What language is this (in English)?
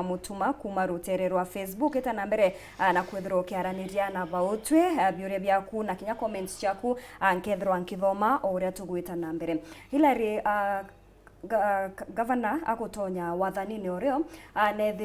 Meru